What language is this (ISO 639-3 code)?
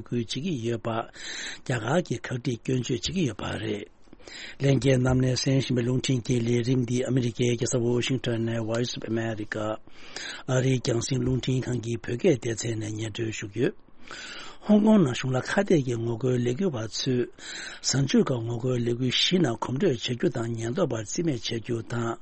bod